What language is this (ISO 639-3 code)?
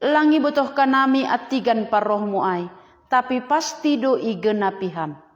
bts